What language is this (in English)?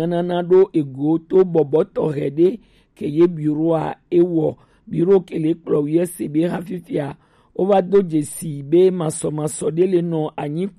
Gen